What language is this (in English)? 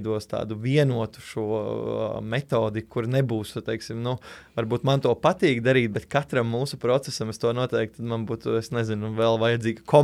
Latvian